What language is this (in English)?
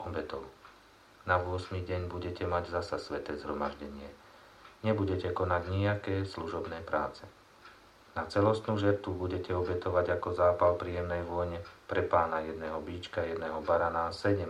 Slovak